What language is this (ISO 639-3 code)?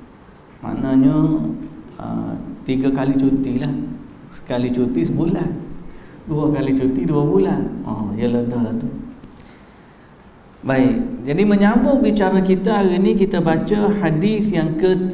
msa